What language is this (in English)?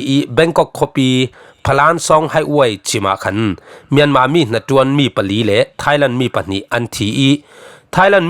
Falam Chin